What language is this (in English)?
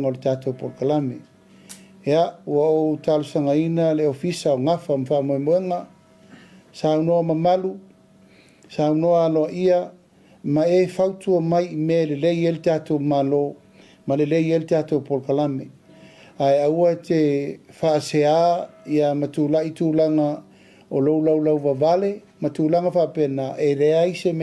Samoan